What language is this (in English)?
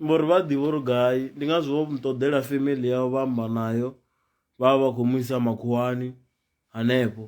Venda